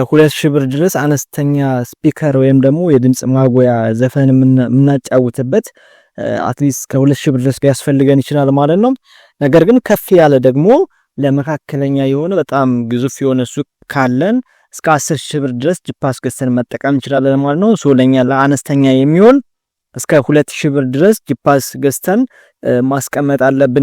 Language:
Amharic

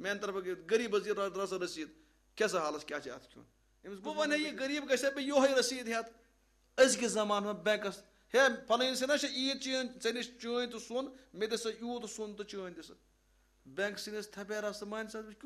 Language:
Kashmiri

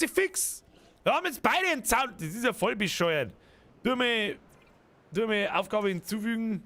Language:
Bavarian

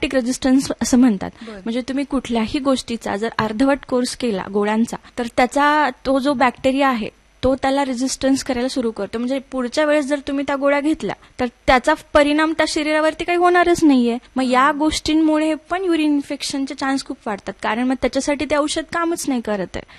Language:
Marathi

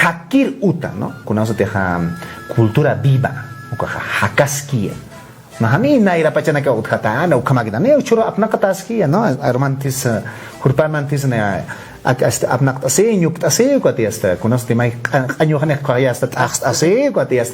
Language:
Aymara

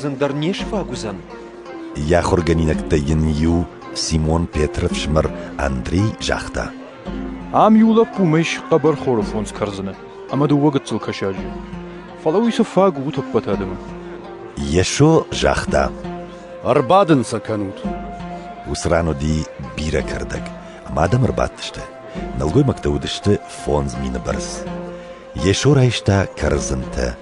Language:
Ossetic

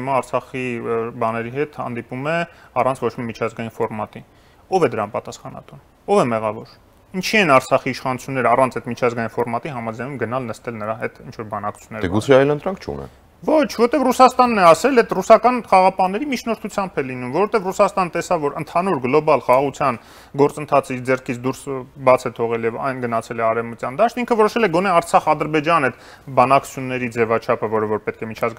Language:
Armenian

